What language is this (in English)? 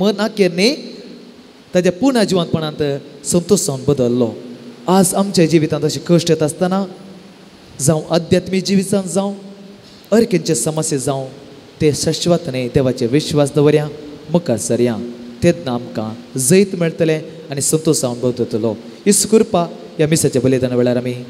Konkani